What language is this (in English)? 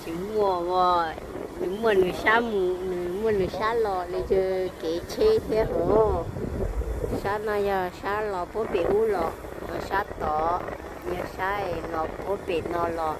Hmong